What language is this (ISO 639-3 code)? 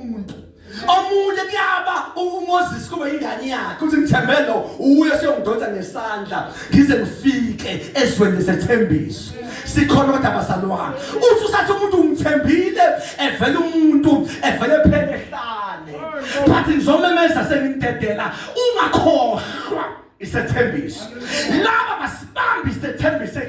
zul